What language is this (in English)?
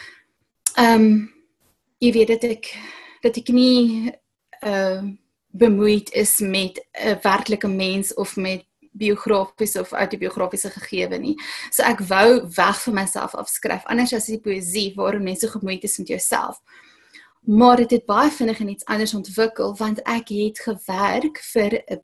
Afrikaans